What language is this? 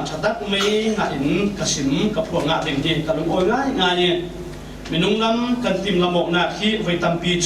Falam Chin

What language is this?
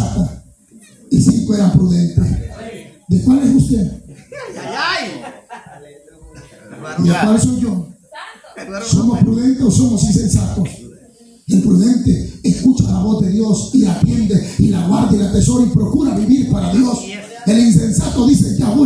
Spanish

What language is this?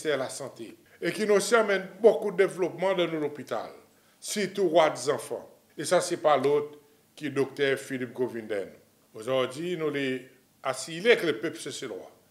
Seselwa Creole French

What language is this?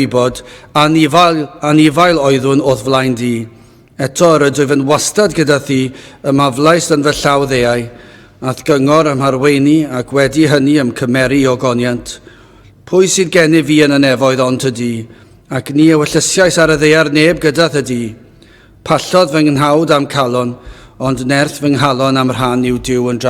Welsh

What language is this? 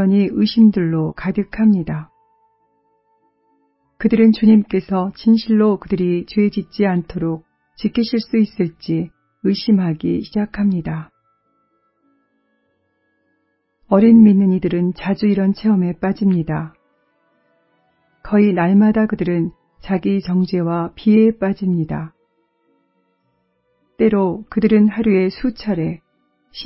Korean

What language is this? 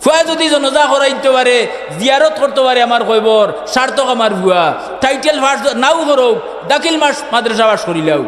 Sylheti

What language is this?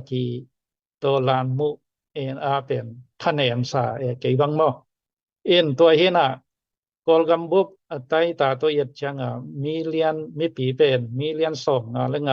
Tedim Chin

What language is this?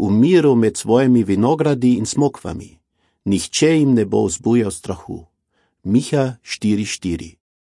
Slovenian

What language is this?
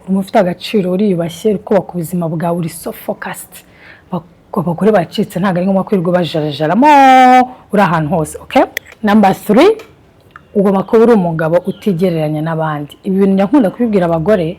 Kinyarwanda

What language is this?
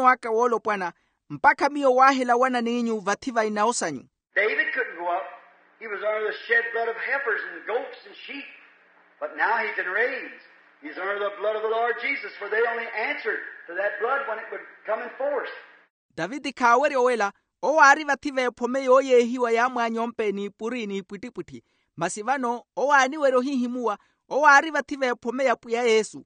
Makhuwa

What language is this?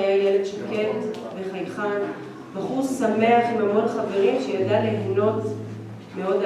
Hebrew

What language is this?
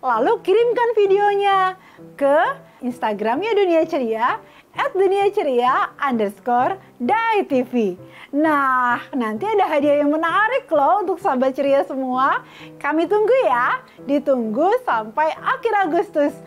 Indonesian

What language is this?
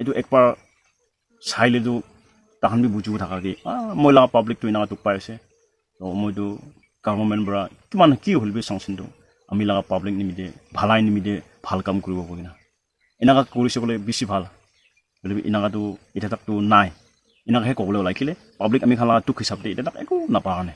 Naga Pidgin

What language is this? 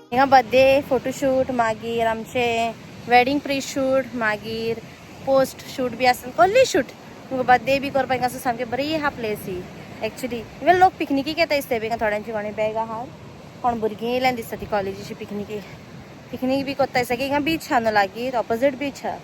Konkani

